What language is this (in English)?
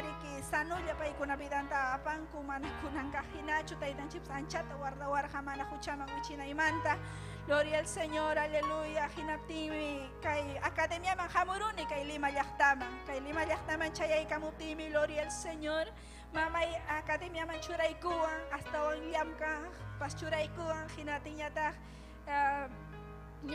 Ayacucho Quechua